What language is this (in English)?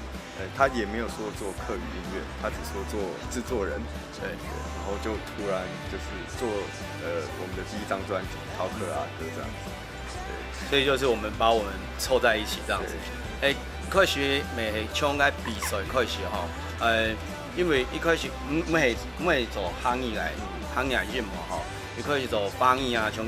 Hakka Chinese